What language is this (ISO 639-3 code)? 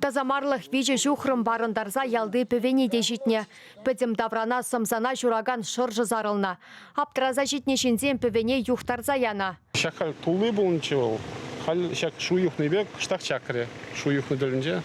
chv